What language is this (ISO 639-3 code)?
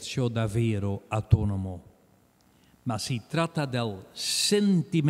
ita